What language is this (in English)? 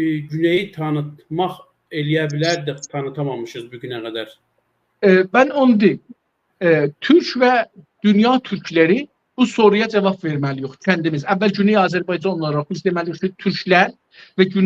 South Azerbaijani